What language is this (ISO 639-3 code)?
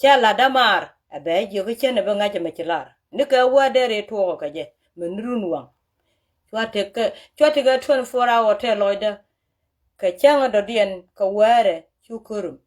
nus